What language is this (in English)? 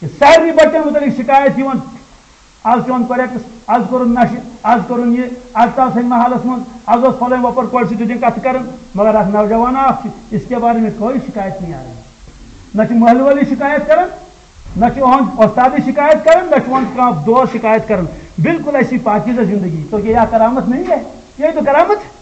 Kashmiri